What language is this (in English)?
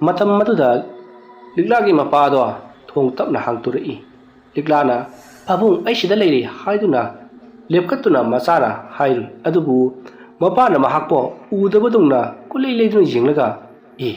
Manipuri